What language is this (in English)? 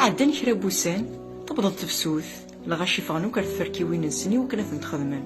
Kabyle